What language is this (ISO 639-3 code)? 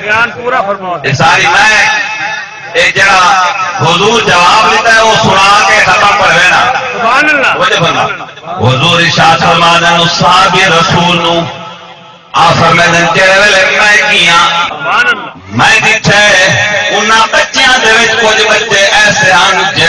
skr